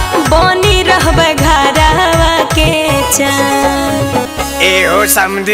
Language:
Magahi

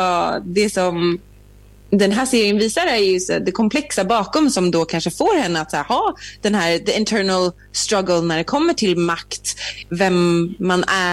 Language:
Swedish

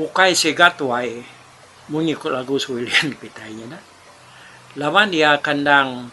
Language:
Iban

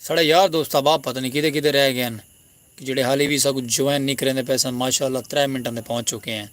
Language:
Saraiki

